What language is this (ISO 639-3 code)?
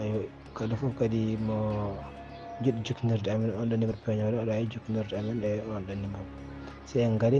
ful